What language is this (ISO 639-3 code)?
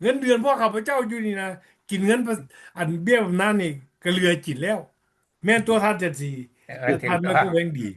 lao